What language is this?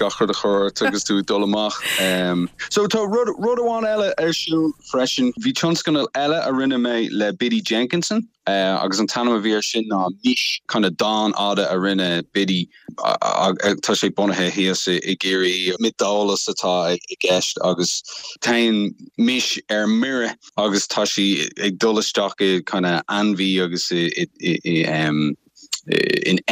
Irish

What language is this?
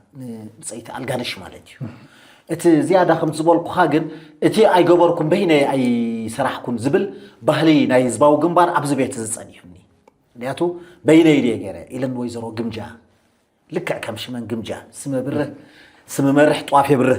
Tigrinya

